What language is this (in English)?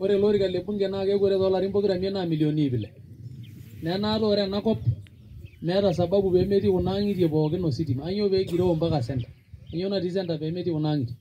Masai